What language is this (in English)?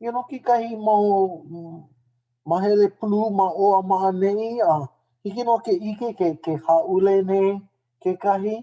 Hawaiian